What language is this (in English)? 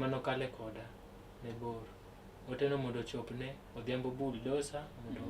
Luo (Kenya and Tanzania)